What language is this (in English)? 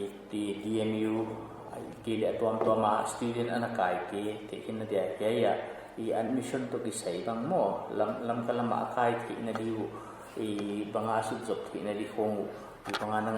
Paite Chin